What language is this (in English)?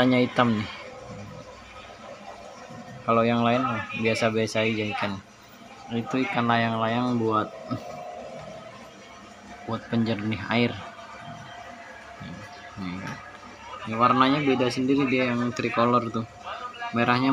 Indonesian